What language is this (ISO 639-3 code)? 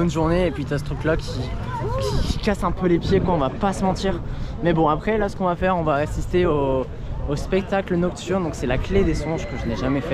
fra